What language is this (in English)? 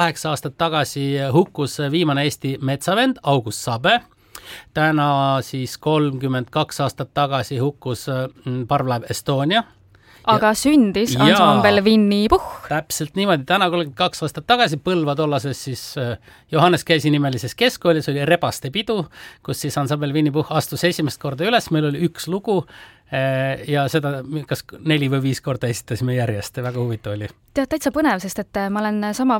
Estonian